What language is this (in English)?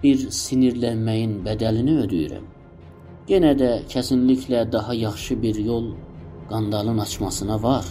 South Azerbaijani